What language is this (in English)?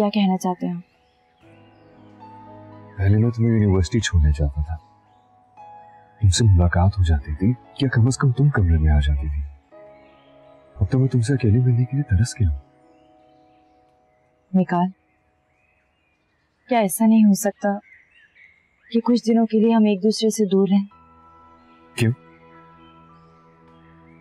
Hindi